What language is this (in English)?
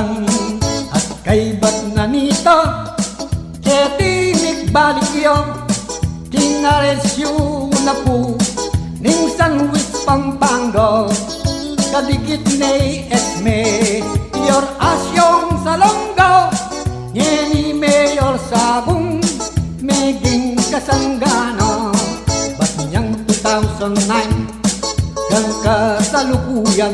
Pampanga